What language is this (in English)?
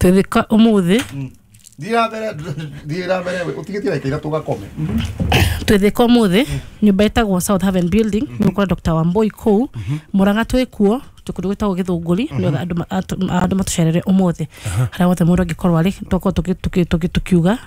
Kikuyu